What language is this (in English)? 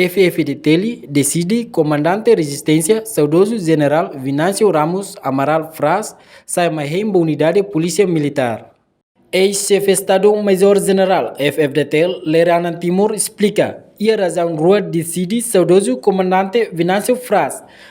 Tetum